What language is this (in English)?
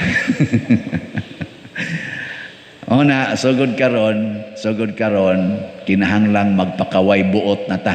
Cebuano